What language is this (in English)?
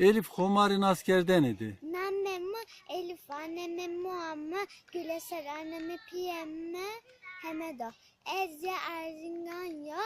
Zaza